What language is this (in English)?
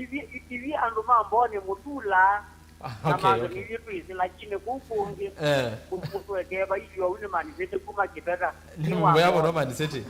Kamba